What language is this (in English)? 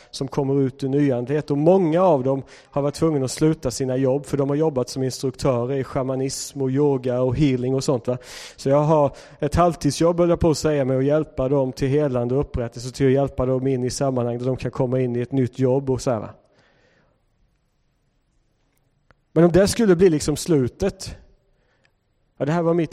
Swedish